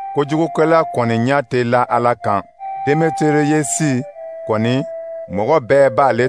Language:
Dyula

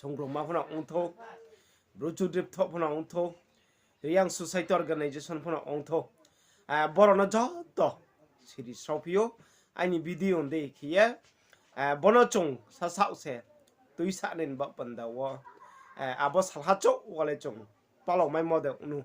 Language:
Riang (India)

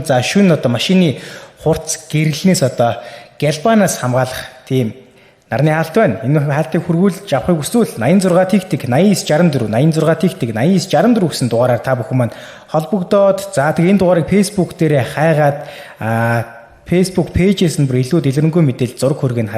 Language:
Mongolian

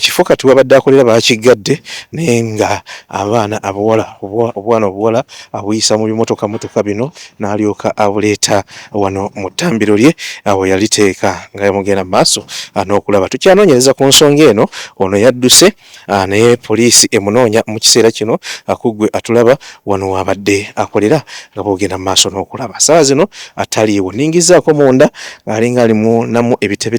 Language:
Ganda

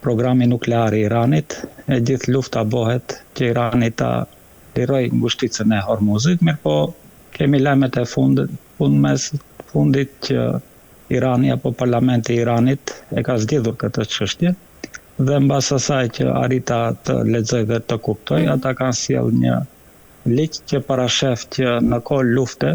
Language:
Albanian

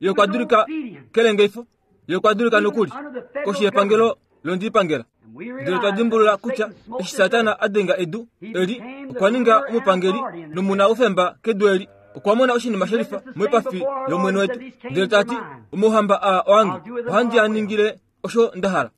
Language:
Kuanyama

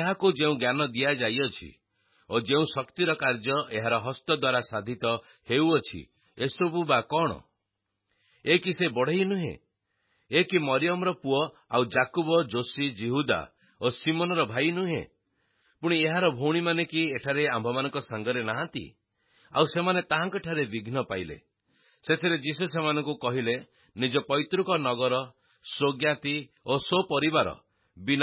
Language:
Odia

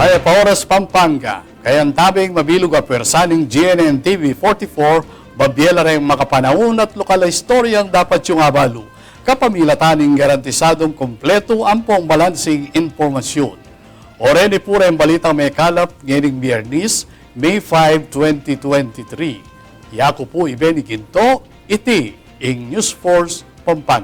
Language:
Pampanga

